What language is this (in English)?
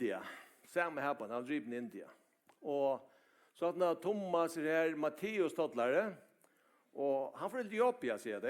Faroese